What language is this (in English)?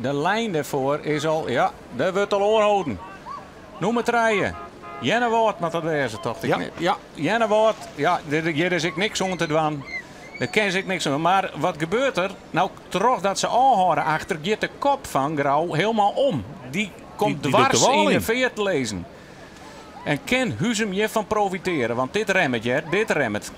Western Frisian